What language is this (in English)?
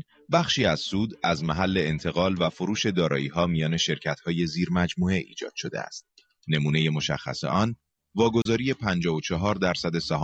Persian